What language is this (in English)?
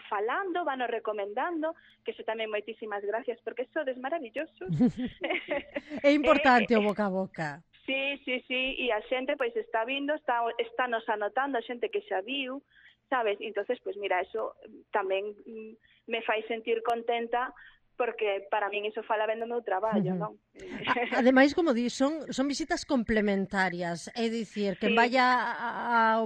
Galician